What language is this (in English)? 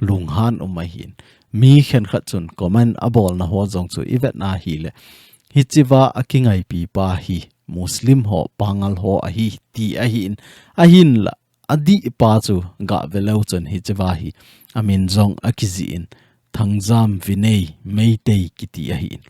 Thado Chin